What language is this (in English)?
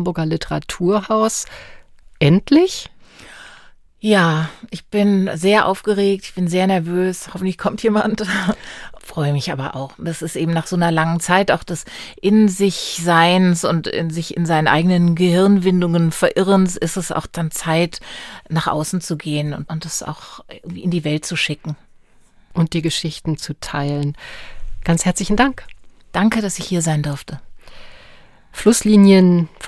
German